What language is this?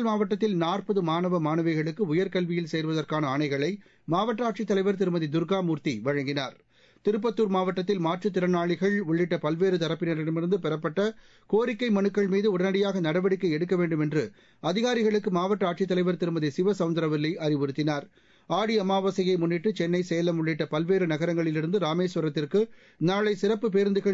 Tamil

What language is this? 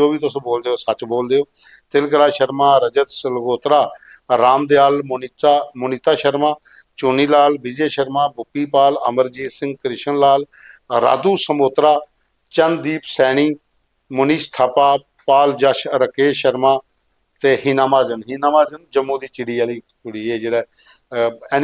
Dogri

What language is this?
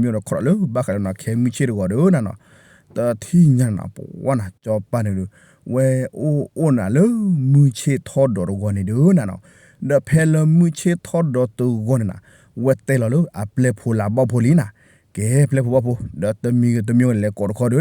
S'gaw Karen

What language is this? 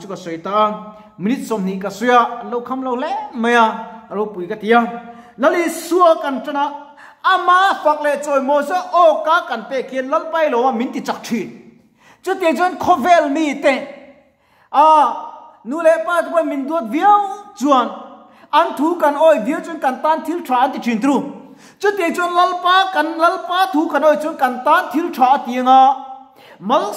Mizo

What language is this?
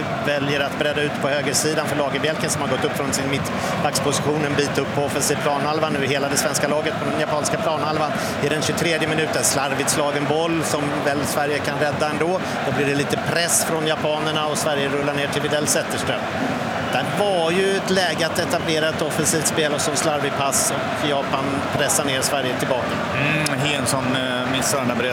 Swedish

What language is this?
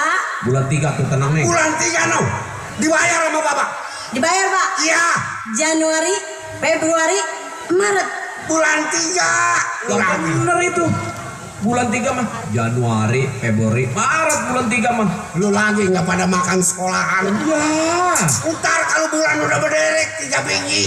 Betawi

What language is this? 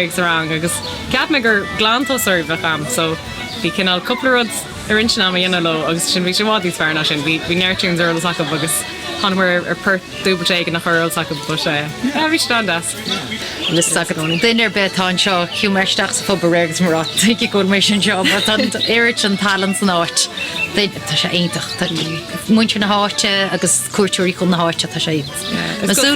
Irish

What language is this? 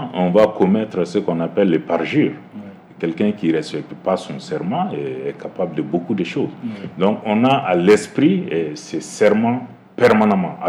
French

